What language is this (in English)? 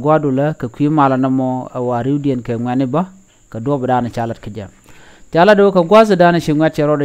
Nuer